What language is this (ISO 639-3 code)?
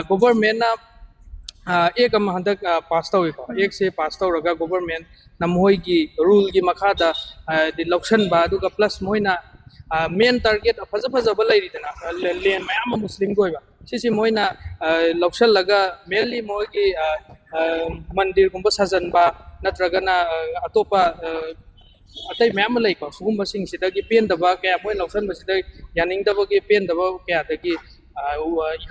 mni